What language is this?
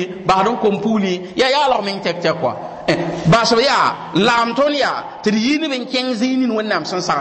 Mossi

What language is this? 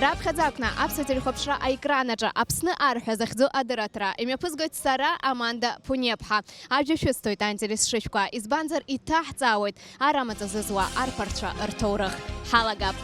Abkhazian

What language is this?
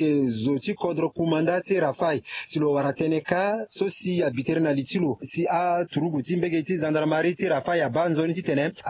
Sango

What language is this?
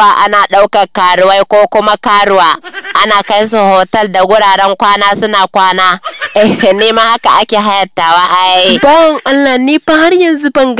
Hausa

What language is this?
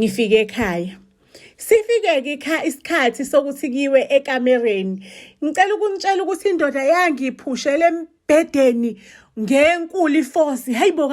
Zulu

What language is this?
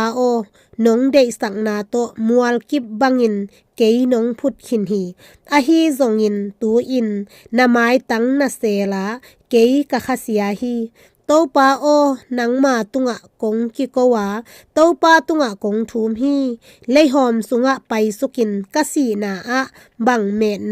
Tedim Chin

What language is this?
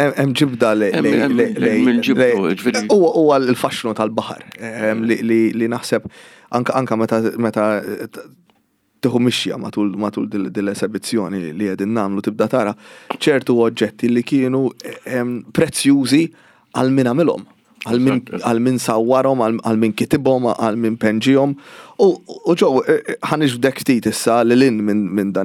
Maltese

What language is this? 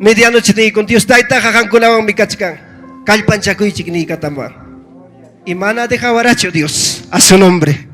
Ayacucho Quechua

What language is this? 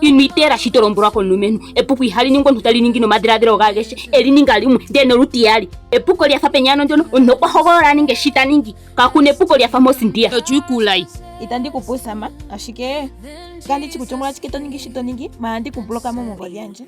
Ndonga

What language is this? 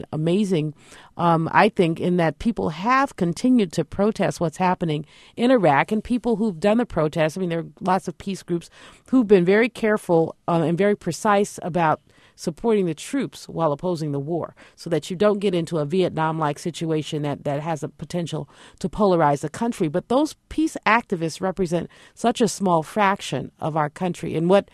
English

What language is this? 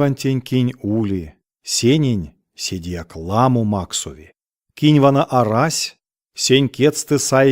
Erzya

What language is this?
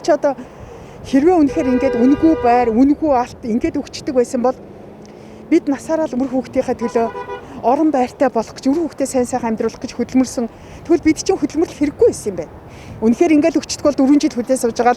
Mongolian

